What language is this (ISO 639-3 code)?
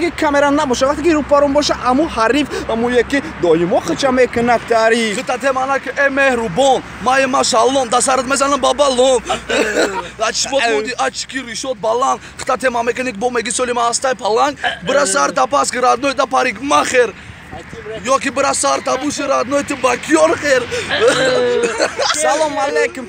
tgk